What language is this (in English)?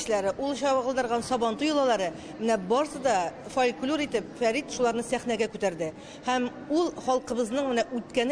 Tatar